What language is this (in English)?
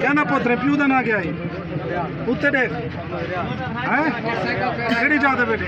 Saraiki